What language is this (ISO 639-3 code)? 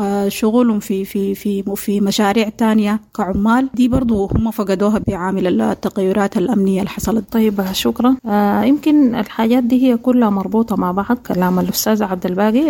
apd